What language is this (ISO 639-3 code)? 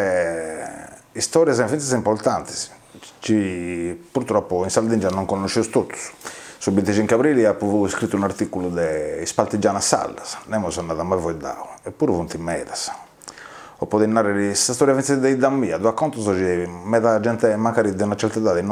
srd